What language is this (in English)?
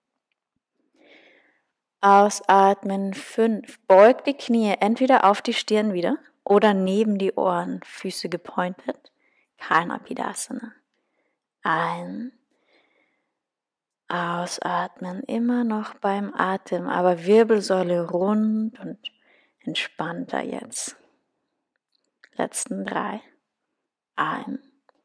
German